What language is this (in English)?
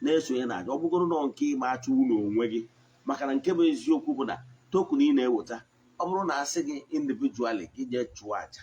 Igbo